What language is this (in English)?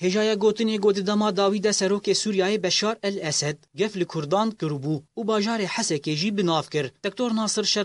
Kurdish